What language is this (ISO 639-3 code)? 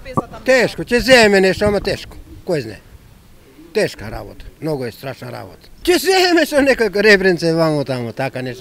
mkd